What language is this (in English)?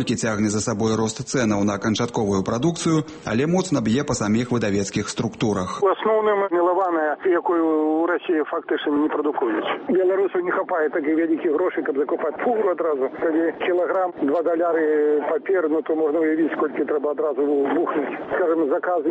Belarusian